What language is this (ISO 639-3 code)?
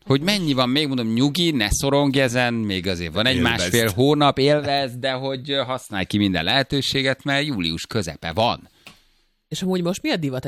hun